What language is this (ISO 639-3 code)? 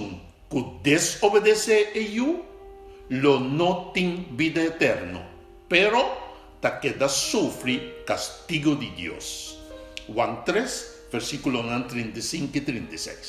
pap